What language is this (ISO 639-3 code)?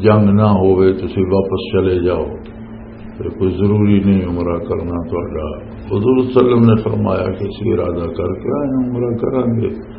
lah